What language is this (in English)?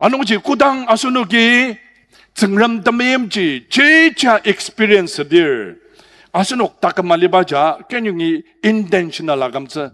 Ao Naga